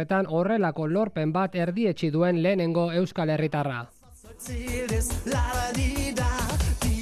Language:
Basque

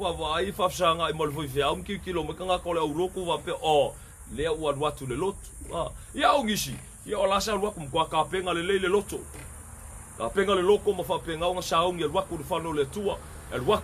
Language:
Samoan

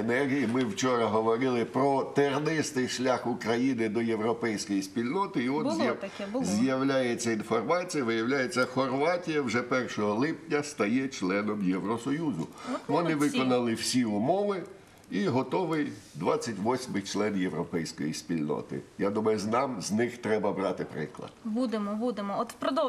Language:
Ukrainian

